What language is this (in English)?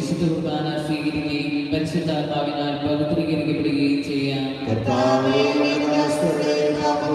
Malayalam